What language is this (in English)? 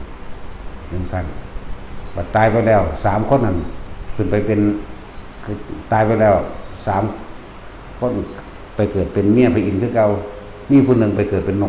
Lao